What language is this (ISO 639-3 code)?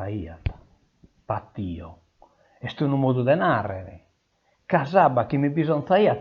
srd